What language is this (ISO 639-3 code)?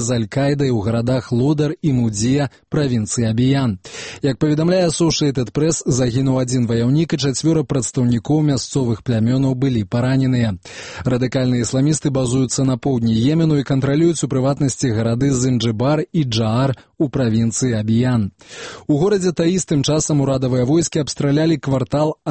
bel